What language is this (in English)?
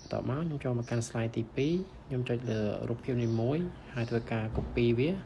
Khmer